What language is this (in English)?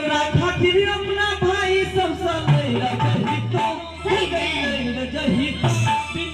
Maithili